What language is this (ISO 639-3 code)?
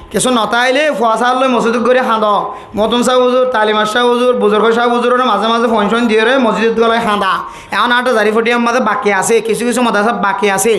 rhg